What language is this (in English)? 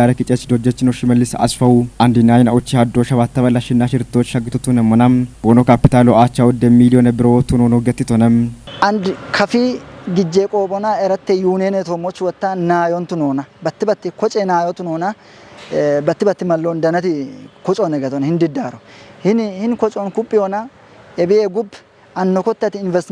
Kafa